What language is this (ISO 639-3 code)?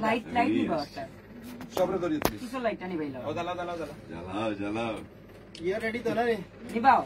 syl